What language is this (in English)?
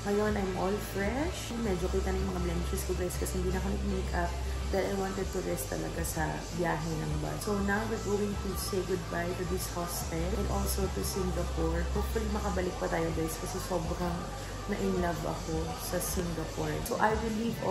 Filipino